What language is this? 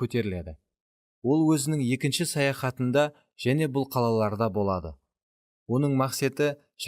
Kara-Kalpak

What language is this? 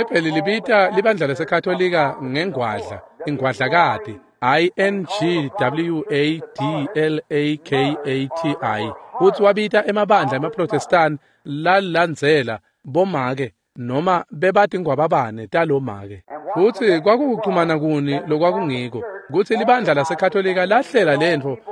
Swati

